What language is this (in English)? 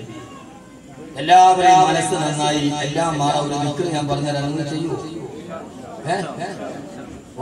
Malayalam